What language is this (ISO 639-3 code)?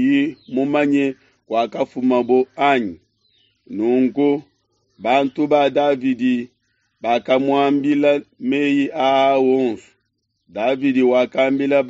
lua